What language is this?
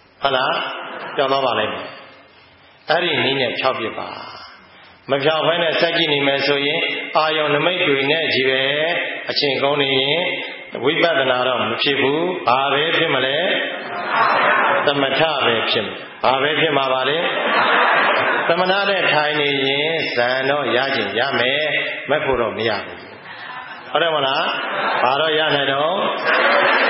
Burmese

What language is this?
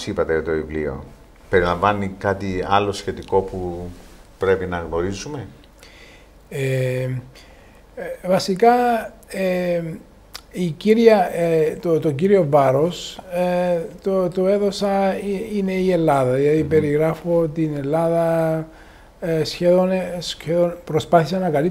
Greek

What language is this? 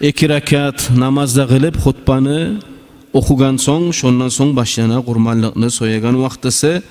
Kumyk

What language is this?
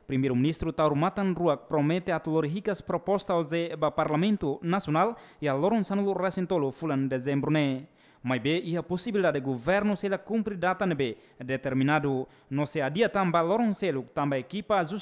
Tetum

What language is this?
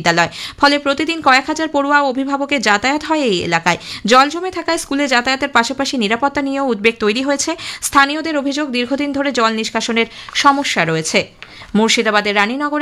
Bangla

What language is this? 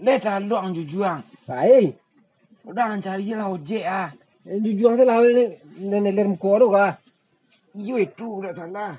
Minangkabau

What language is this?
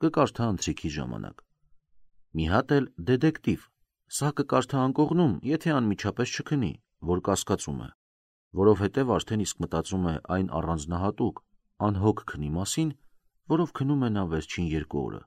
Armenian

